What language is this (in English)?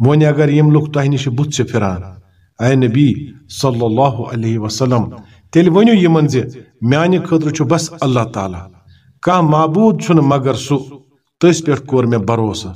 Kashmiri